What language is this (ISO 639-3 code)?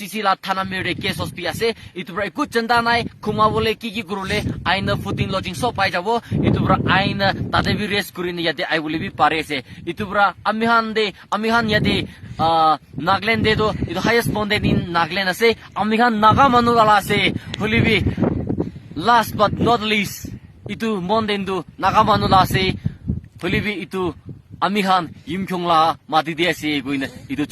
nag